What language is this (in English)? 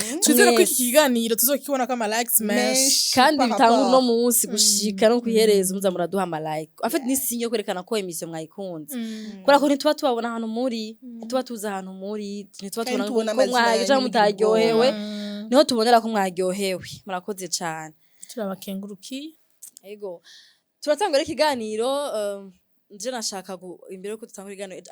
Rundi